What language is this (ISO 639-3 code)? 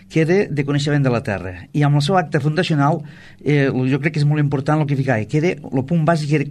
cat